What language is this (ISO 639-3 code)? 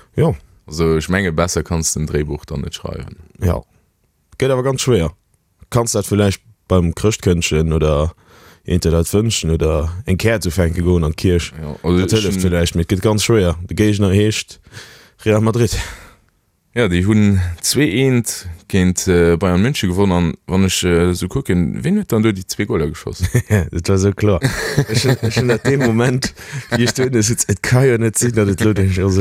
ltz